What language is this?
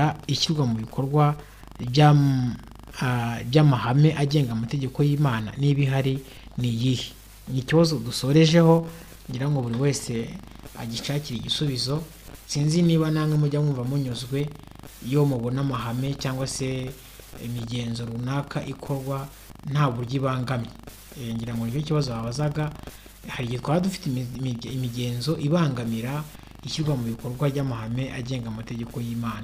Kinyarwanda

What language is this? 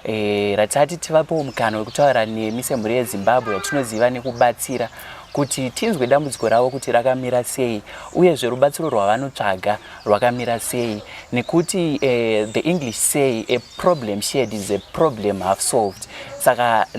Shona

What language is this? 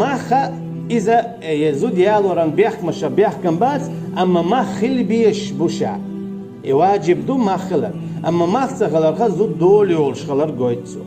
Chechen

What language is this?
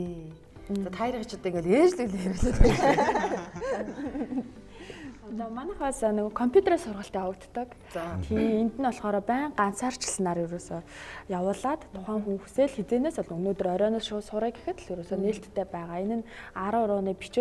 Mongolian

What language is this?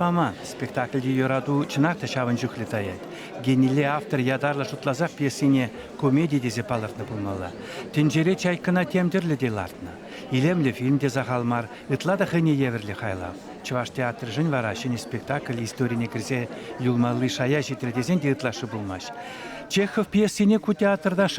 Chuvash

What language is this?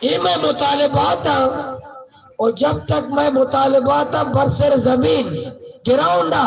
Baluchi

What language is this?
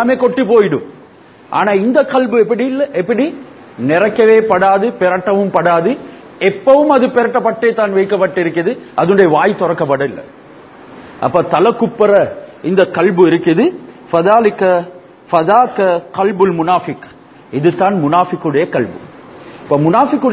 Tamil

